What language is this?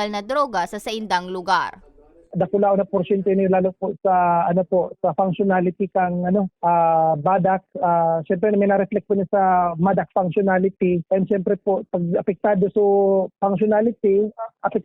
Bikol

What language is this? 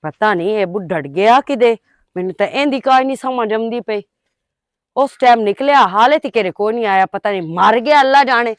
Western Panjabi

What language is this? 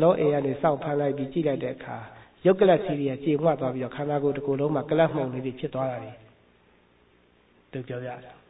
Burmese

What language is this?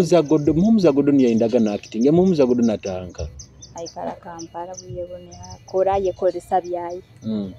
Nyoro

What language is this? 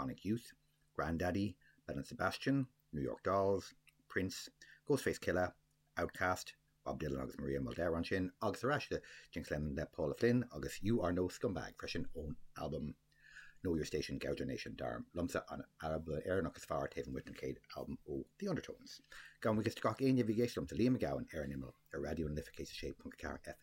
Irish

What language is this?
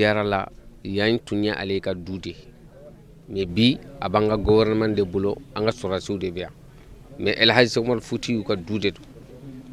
Bambara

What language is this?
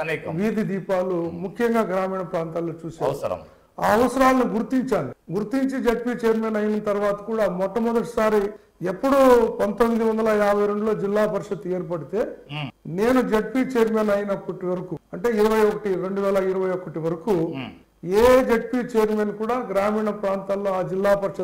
Telugu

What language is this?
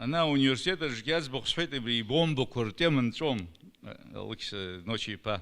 Abkhazian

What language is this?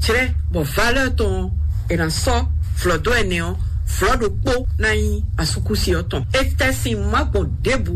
Fon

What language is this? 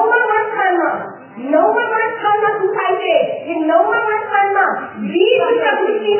Gujarati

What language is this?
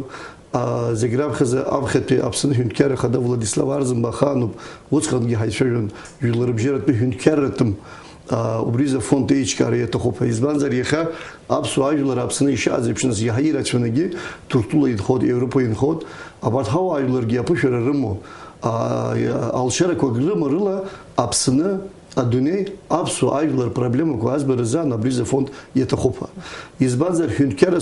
Abkhazian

